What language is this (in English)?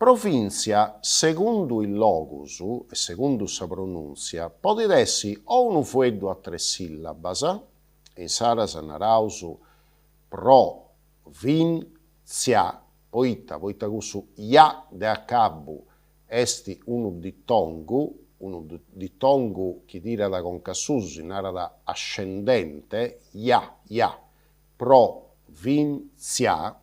Sardinian